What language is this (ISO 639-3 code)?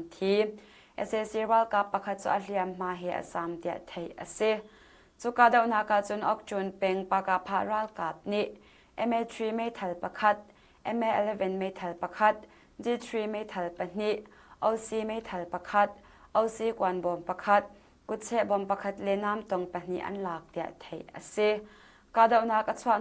cnh